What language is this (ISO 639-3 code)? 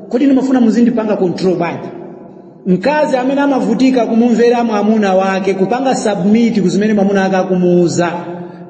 nya